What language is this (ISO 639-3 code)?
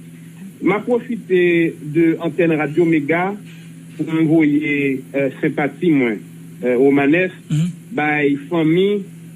hat